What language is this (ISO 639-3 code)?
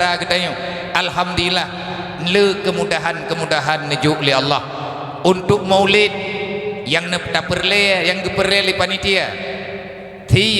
ace